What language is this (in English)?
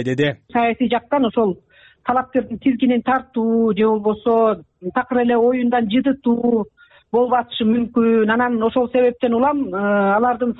Kyrgyz